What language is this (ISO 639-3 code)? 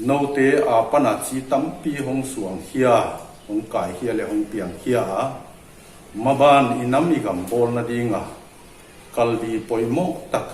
pck